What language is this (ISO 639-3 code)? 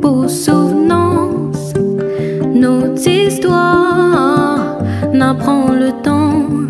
rcf